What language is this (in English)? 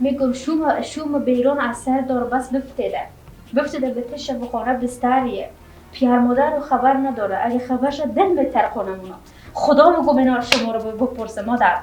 Persian